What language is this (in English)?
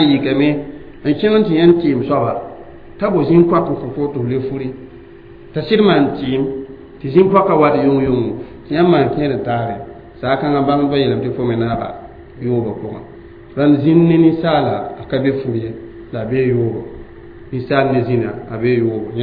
Mossi